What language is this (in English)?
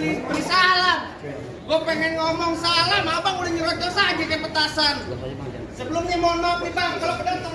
Betawi